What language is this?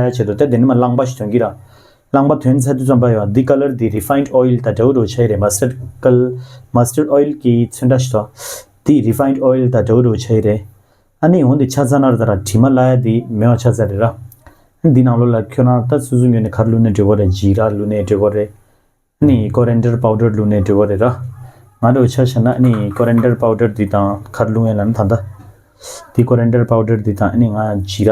Tibetan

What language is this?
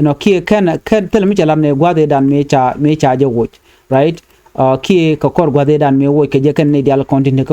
Nuer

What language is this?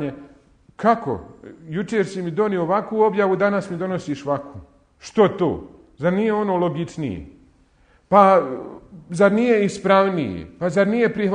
Bosnian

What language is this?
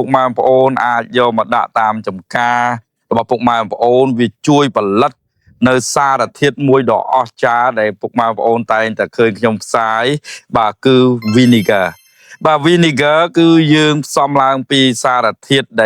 Khmer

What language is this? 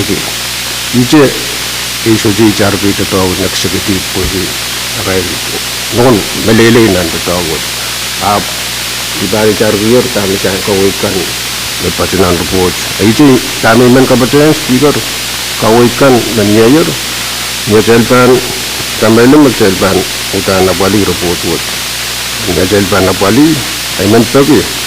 Pohnpeian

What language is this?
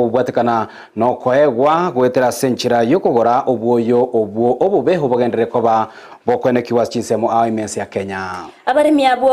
Gusii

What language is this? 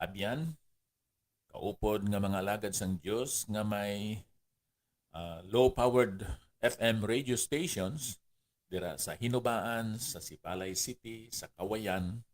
Hiligaynon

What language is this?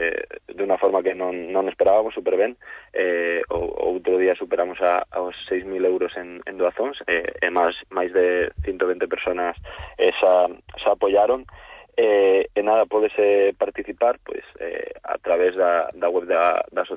Galician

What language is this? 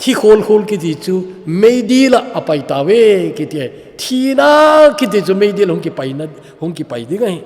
Thado Chin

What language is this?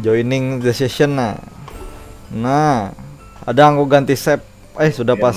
Banjar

